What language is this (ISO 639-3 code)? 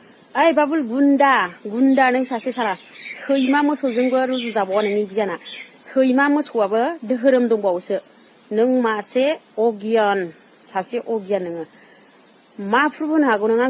brx